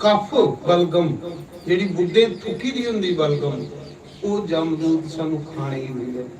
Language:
Dogri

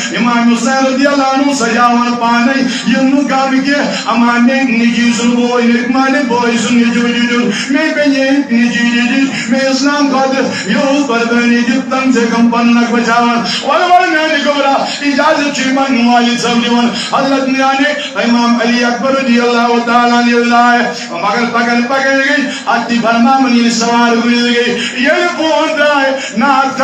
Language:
Kashmiri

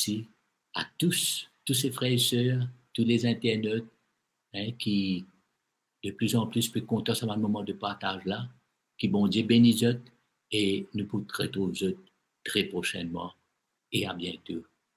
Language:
Morisyen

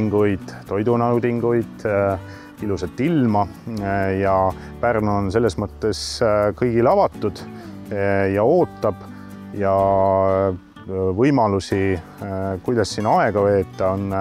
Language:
Estonian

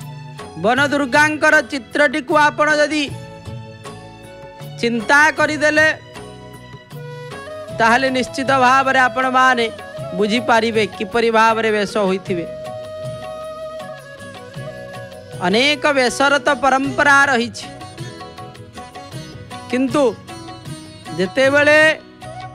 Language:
Odia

